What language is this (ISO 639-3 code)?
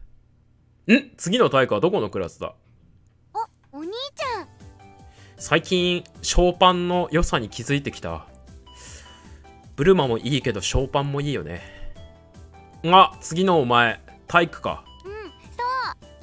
jpn